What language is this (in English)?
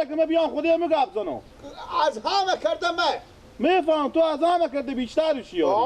Persian